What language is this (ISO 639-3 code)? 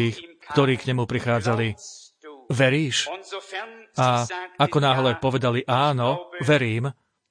slk